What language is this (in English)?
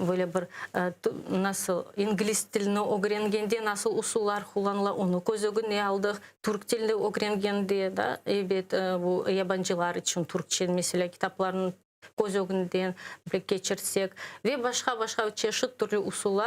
Crimean Tatar